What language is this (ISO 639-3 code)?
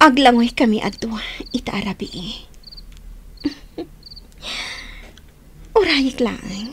ilo